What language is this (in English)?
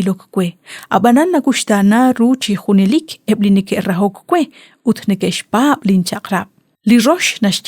Kekchí